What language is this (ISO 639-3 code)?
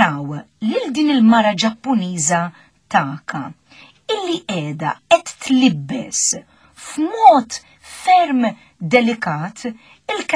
mlt